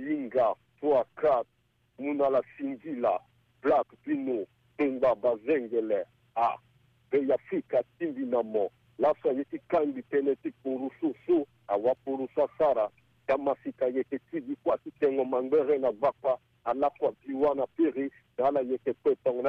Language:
Sango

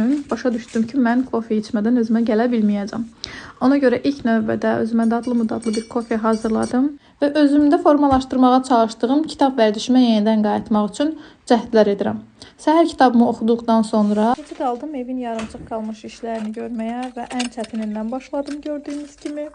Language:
Azerbaijani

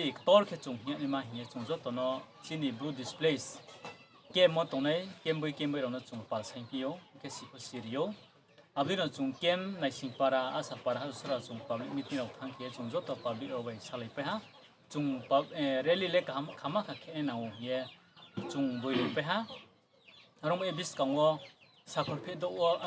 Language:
Riang (India)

